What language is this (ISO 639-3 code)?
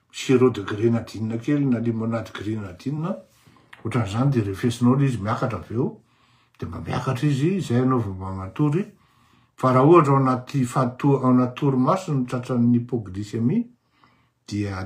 mlg